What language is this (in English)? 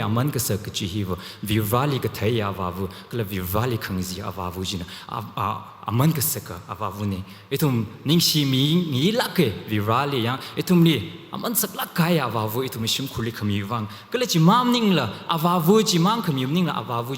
Tangkhul Naga (India)